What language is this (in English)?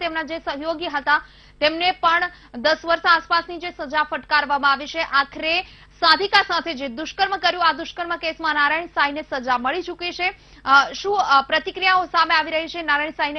Gujarati